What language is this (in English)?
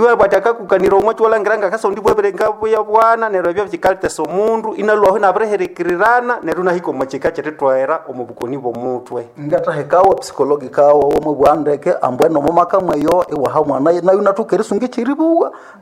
Nande